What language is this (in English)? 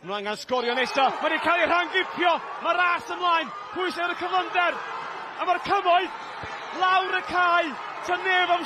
Welsh